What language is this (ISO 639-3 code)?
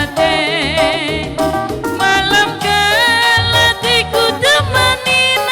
btx